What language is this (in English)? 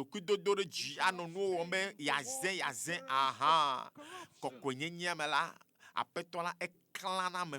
Ewe